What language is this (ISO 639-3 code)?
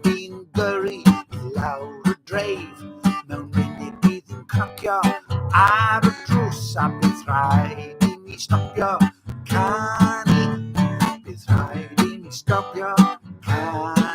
cym